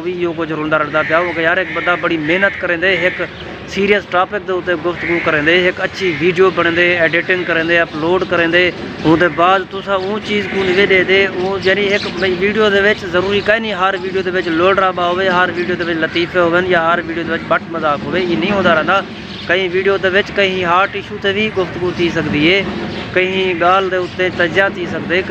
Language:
Saraiki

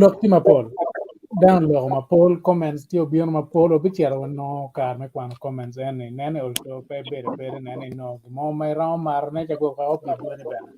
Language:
Acoli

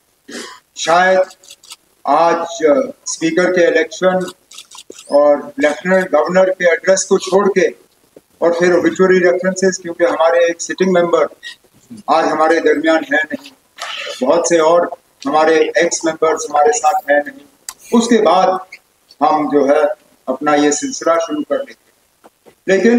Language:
Hindi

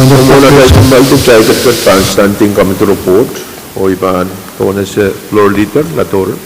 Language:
Pohnpeian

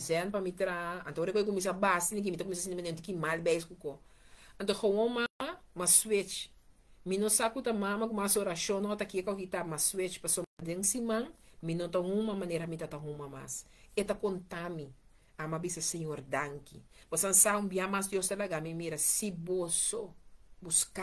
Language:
Papiamento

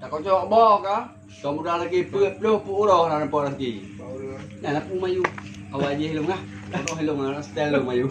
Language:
Achinese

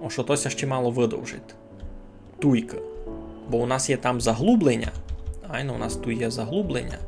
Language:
Rusyn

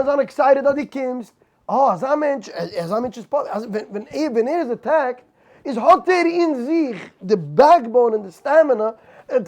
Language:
Yiddish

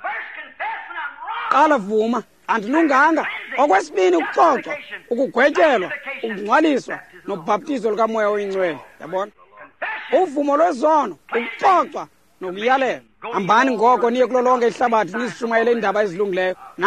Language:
Xhosa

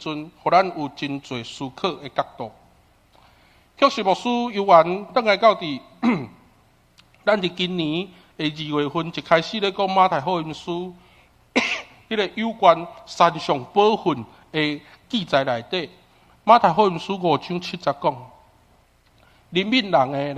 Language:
Min Nan Chinese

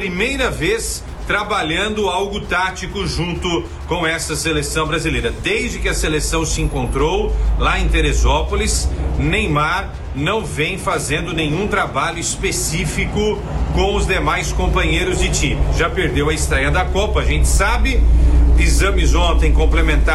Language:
Portuguese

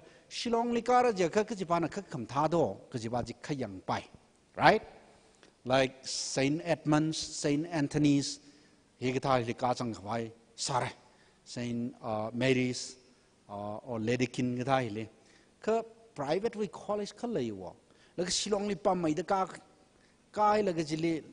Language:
Tangkhul Naga (India)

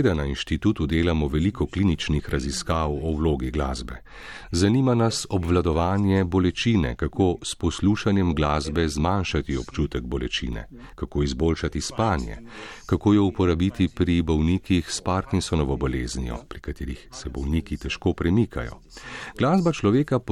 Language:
Slovenian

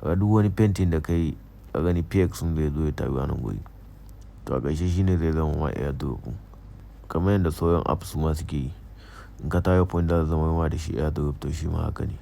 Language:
Hausa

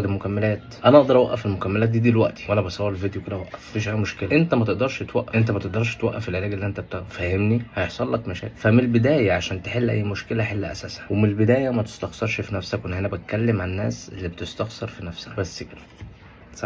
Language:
Egyptian Arabic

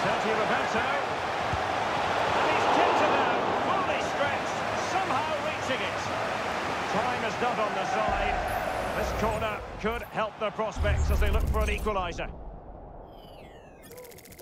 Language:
English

